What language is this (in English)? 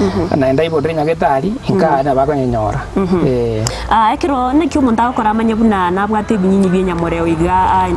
Gusii